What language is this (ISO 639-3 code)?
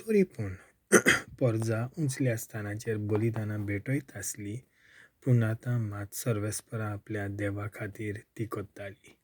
kok